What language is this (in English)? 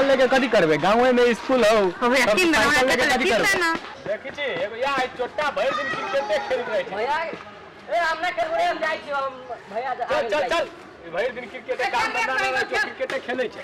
Maithili